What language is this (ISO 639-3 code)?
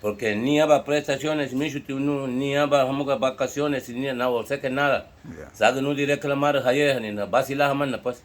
cab